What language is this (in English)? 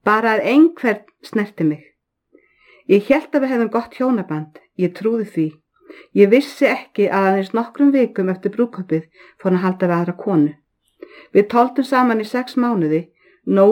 Icelandic